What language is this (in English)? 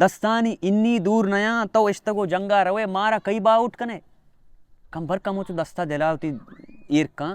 Baluchi